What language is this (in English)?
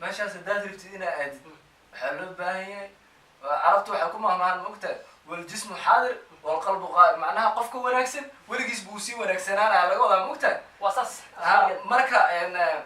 Somali